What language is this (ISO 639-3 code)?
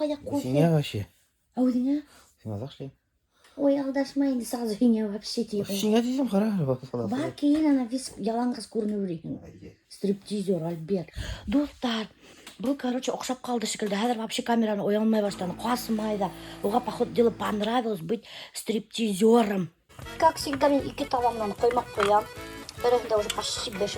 bak